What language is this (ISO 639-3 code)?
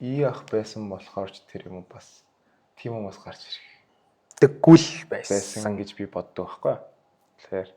mon